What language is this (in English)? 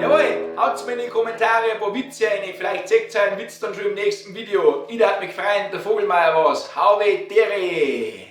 Bavarian